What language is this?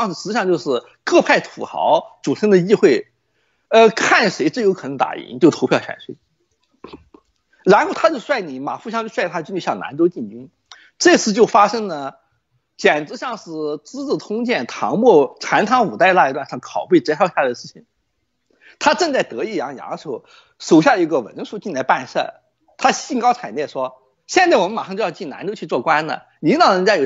Chinese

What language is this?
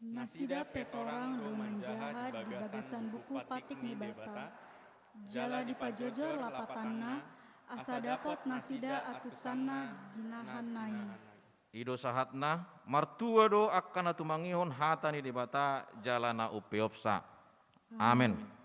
Batak Toba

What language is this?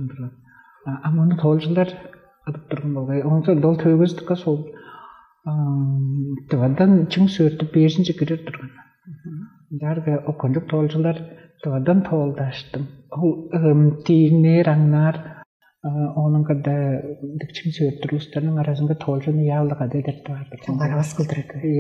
Tuvinian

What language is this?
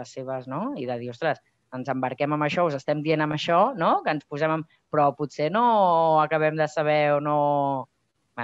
Catalan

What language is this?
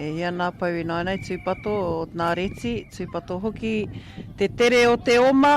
Māori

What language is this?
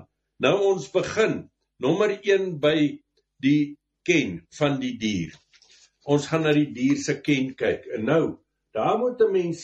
Afrikaans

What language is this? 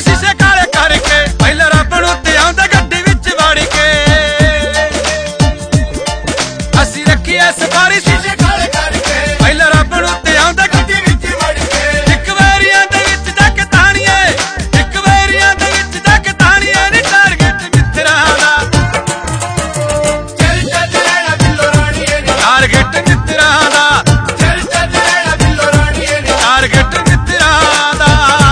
Punjabi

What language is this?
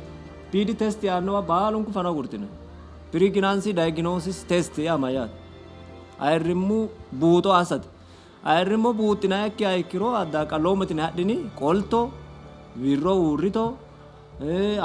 Sidamo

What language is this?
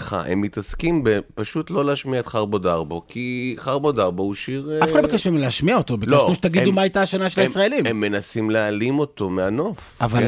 Hebrew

